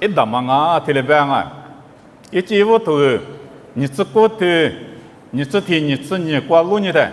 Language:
Lisu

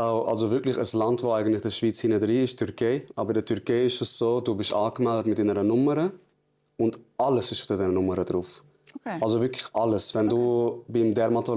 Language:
Swiss German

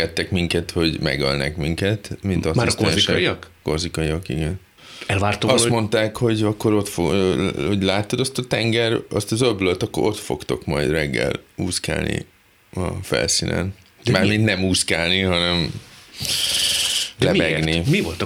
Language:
Hungarian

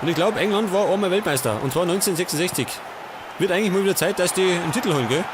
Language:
Bavarian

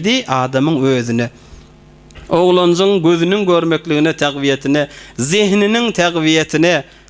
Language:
Turkmen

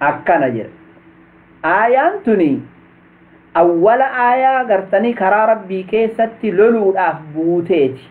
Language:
Oromo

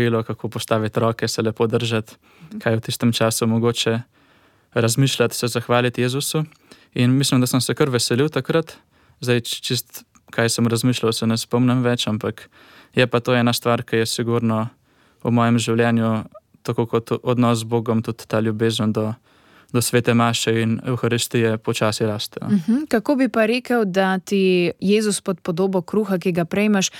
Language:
Slovenian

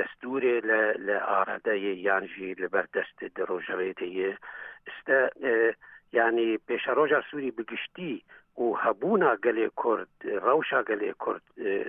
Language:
Central Kurdish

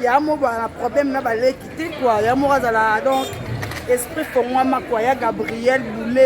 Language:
Lingala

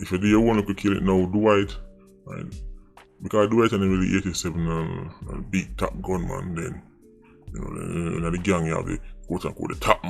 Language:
Jamaican Creole English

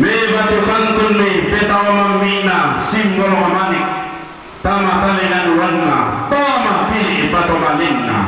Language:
Toraja-Sa'dan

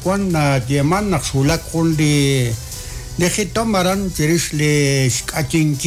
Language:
Kekchí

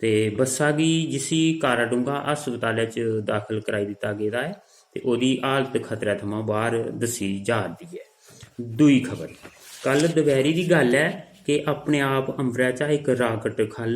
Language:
Dogri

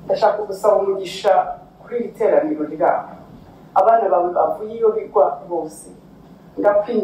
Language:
Kinyarwanda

